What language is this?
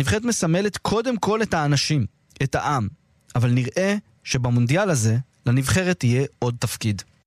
Hebrew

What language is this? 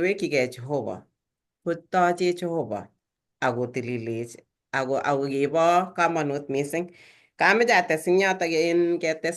Kalenjin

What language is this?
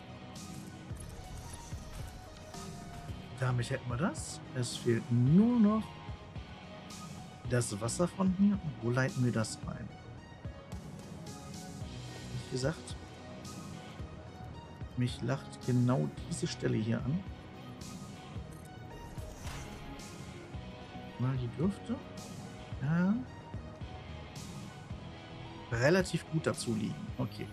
German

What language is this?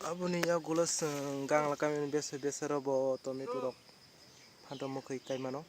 Kok Borok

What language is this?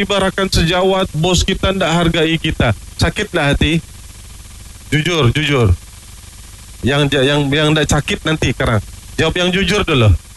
Malay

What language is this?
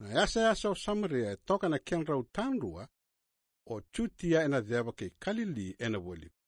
Fijian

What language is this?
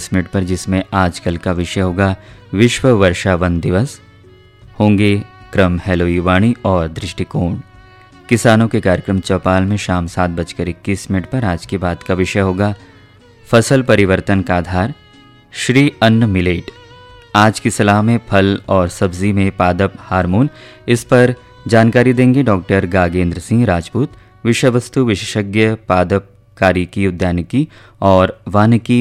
Hindi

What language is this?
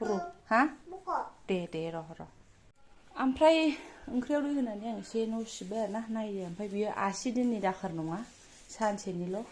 Bodo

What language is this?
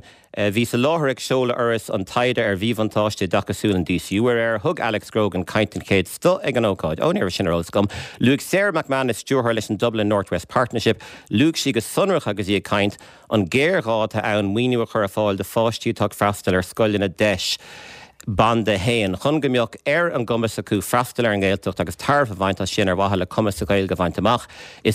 Irish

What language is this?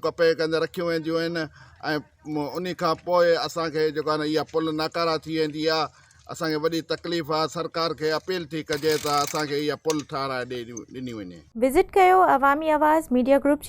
Sindhi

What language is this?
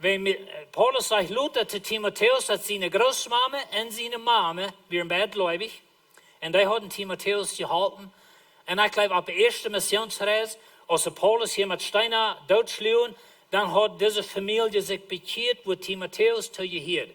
Plautdietsch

